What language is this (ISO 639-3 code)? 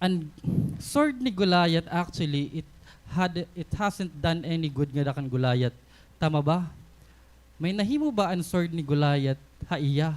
war